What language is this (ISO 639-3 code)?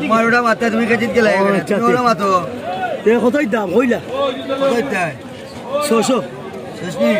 syl